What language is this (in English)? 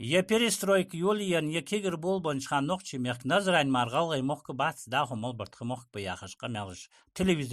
Ingush